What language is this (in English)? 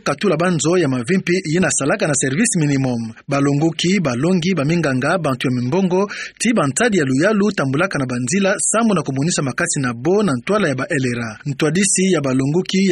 Kituba (Democratic Republic of Congo)